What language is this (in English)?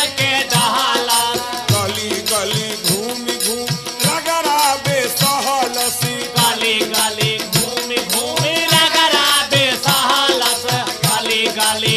Bhojpuri